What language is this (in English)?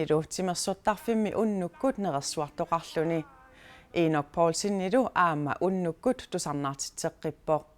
Kalaallisut